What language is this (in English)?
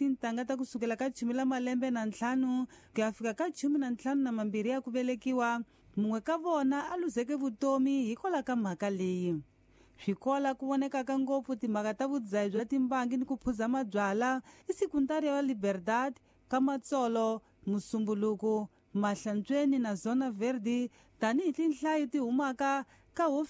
Tsonga